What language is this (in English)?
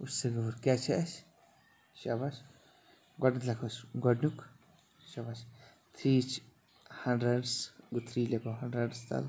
Kashmiri